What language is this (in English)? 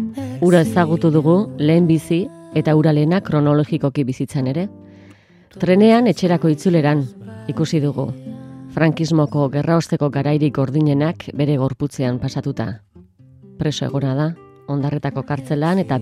Basque